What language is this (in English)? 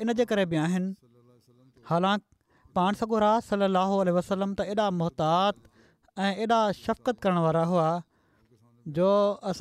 Sindhi